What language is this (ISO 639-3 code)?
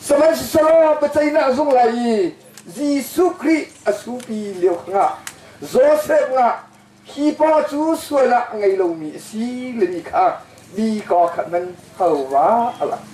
cnh